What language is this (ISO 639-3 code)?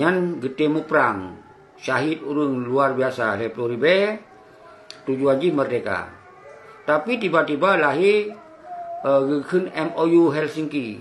ace